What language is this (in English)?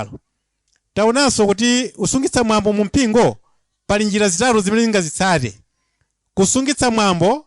Nyanja